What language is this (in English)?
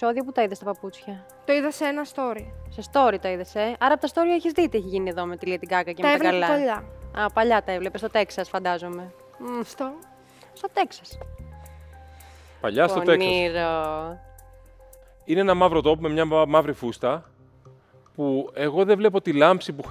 Greek